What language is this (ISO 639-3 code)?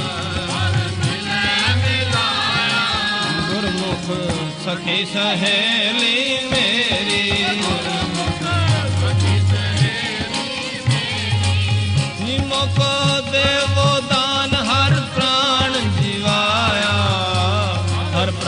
pan